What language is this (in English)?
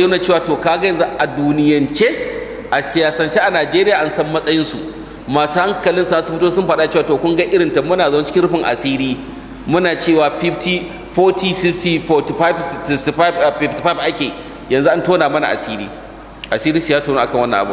Hausa